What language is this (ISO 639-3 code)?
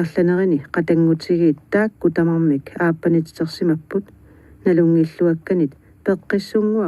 kal